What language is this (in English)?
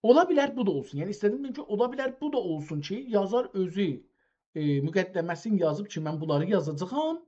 South Azerbaijani